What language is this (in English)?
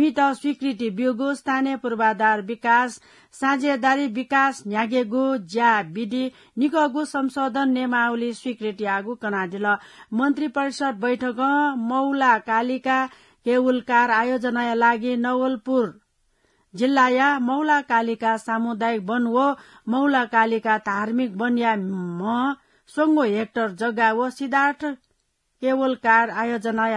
Newari